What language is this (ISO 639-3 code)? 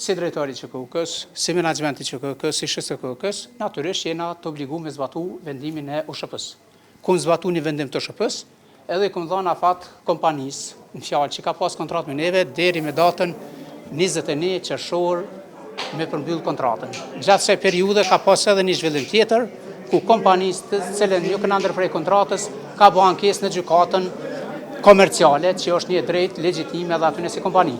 sqi